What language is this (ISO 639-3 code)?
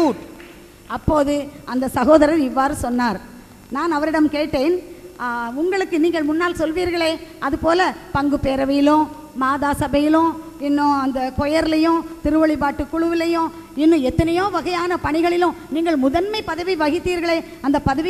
tam